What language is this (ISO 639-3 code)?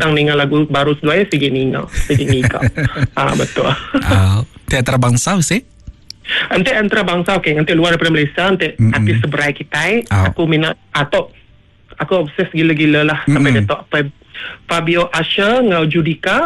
iba